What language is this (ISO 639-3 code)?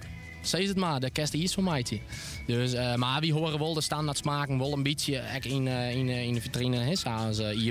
fry